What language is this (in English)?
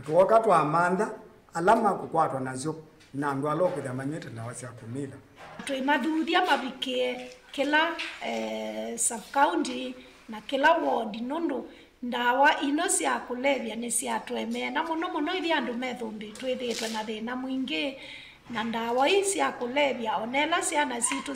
Kamba